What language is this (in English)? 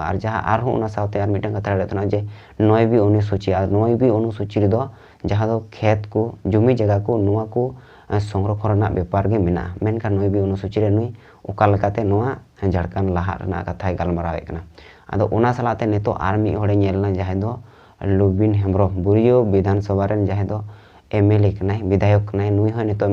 Santali